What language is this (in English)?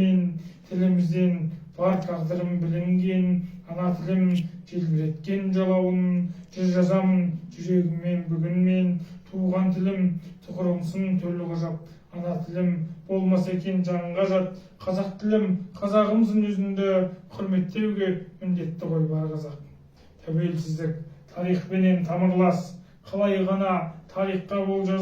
Kazakh